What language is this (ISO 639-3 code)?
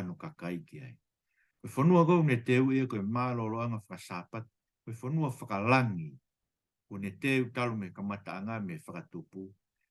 ton